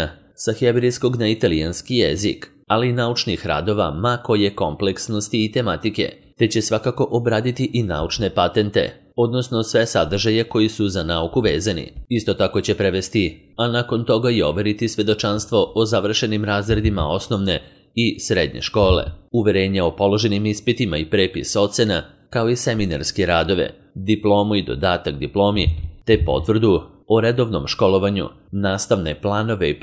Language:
Serbian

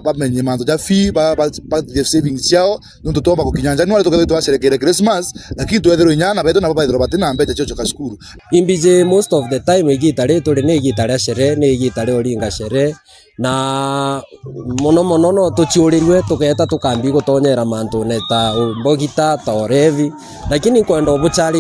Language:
Meru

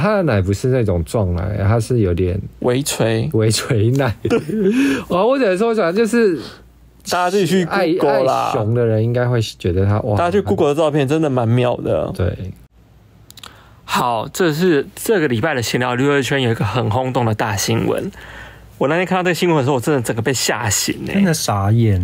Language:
Chinese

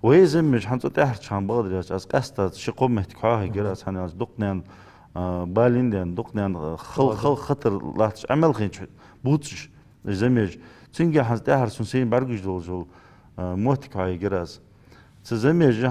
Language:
Ingush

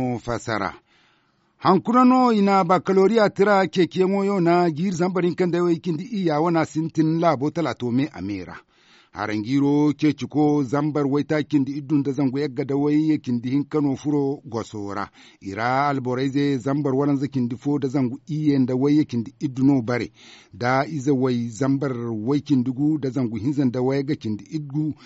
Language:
Zarma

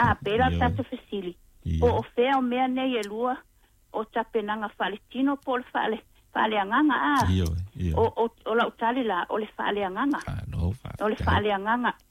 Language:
Samoan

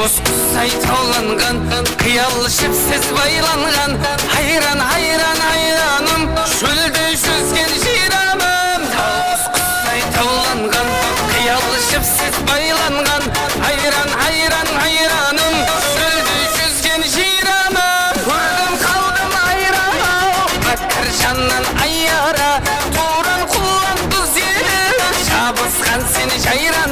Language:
Kara-Kalpak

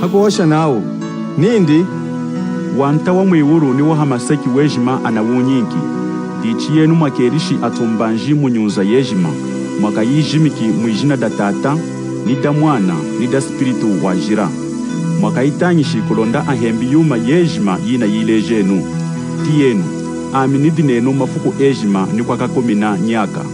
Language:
Lunda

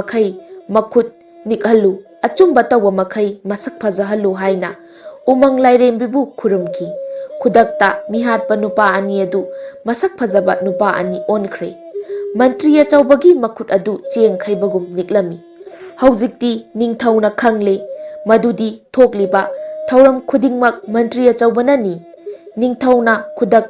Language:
Manipuri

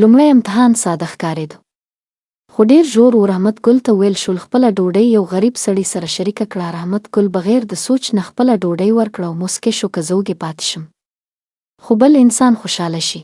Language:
Pashto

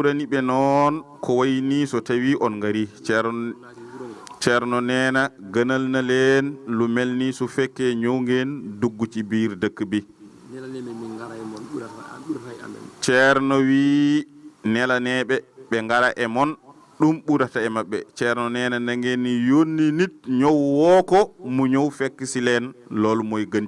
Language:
Fula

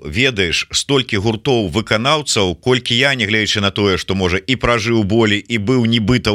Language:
Belarusian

